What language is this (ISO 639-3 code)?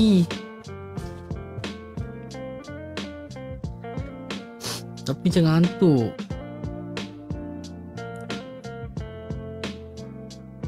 msa